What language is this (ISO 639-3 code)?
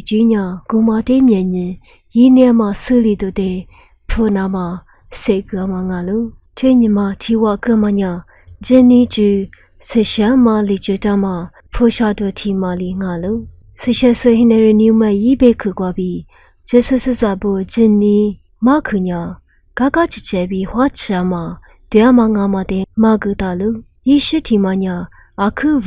lis